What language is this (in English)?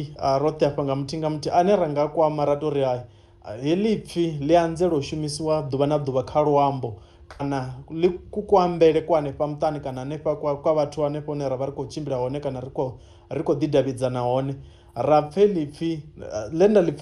Venda